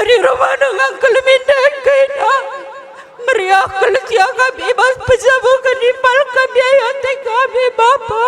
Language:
Batak Karo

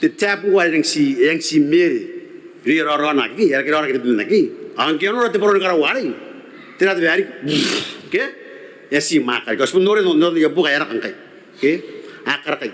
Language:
Gilbertese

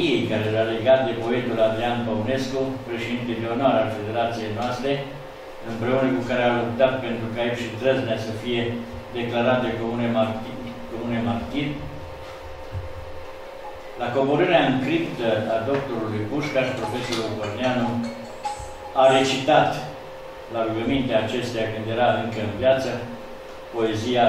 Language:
Romanian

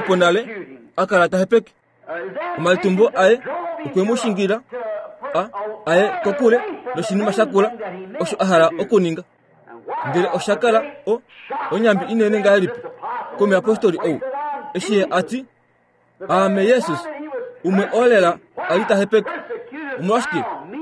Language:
Kuanyama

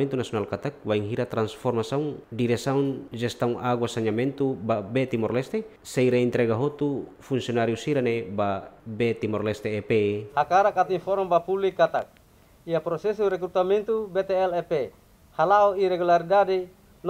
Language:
Tetum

